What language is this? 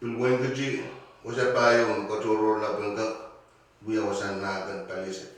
Pohnpeian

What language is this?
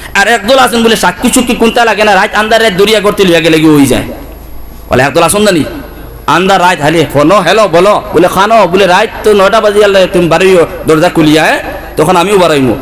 Sylheti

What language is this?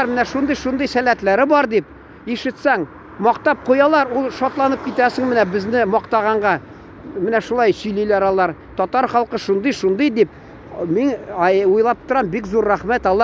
Tatar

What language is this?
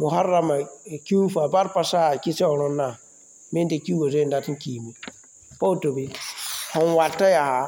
Mossi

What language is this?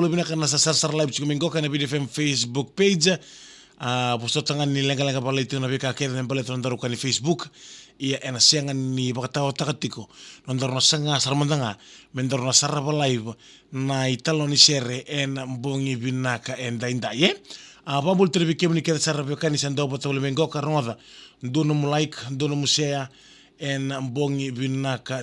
Fijian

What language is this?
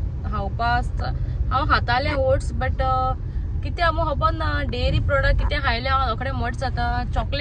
Konkani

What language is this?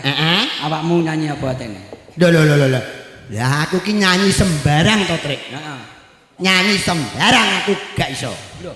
Javanese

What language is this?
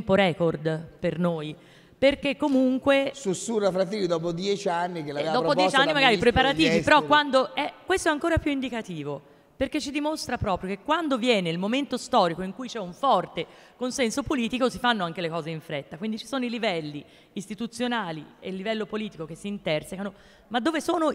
Italian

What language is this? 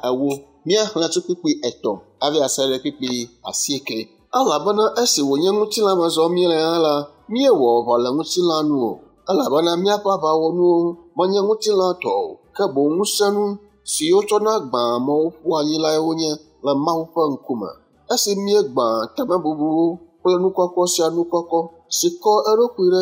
Ewe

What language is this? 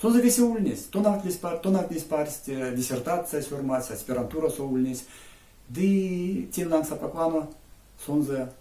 Erzya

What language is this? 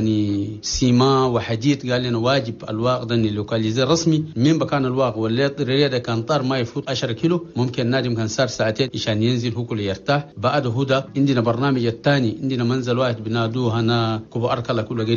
Chadian Arabic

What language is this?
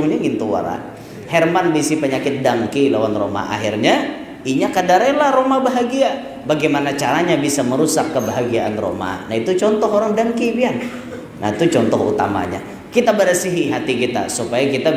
Banjar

